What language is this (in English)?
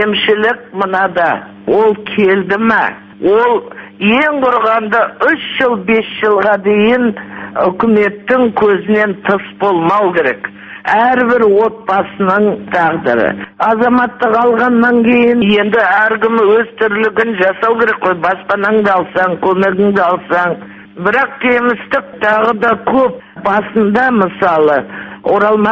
Kazakh